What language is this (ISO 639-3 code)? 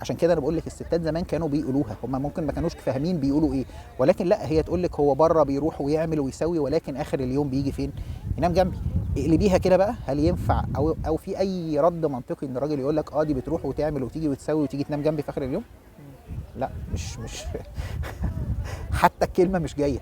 arz